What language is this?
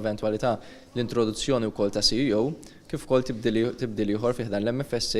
Maltese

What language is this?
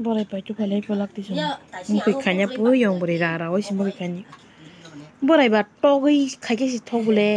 Kok Borok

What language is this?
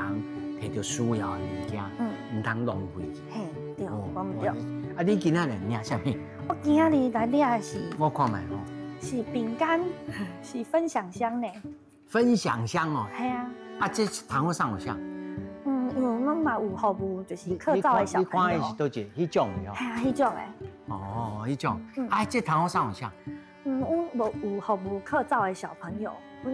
Min Nan Chinese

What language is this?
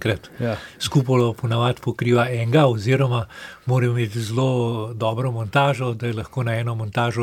Slovenian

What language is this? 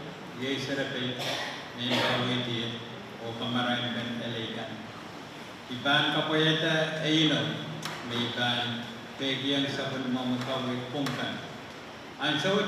Pohnpeian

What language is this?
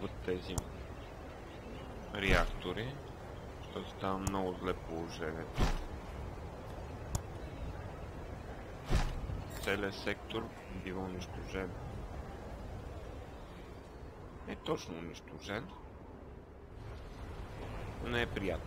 Bulgarian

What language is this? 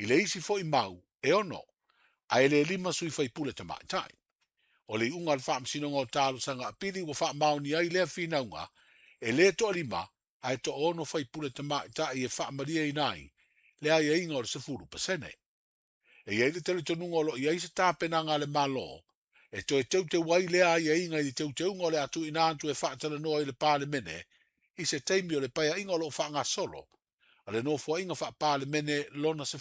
Samoan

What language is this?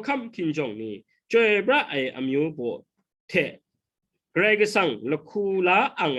Kachin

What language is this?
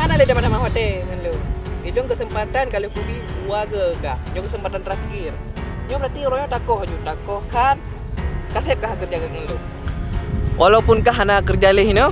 Achinese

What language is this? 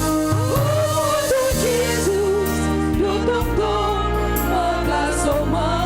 Batak Simalungun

